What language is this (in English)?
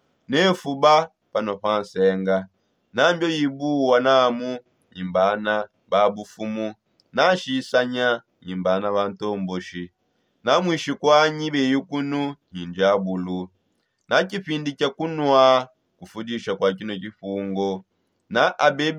Songe